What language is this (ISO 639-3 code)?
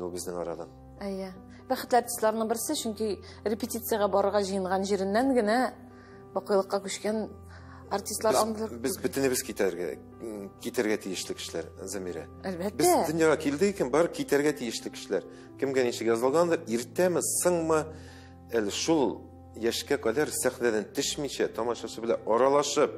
tat